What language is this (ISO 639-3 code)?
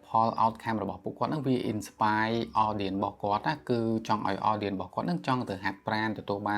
khm